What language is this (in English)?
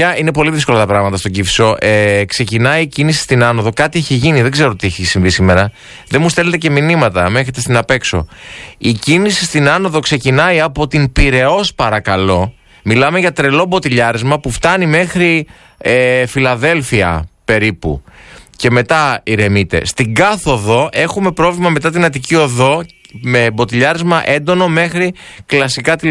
Greek